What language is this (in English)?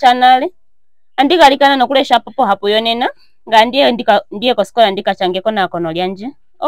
Ndonga